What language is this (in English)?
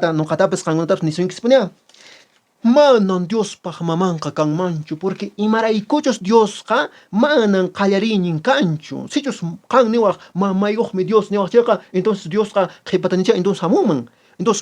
Quechua